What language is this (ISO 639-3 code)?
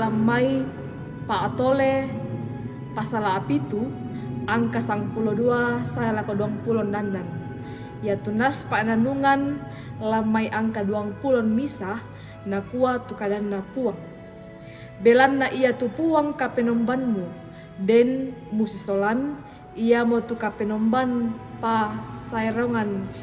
sda